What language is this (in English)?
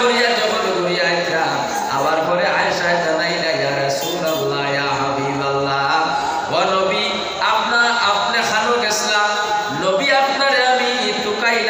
Sylheti